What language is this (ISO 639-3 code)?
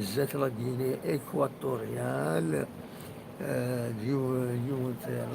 kab